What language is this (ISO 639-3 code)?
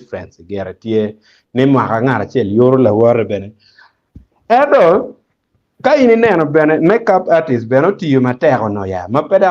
ach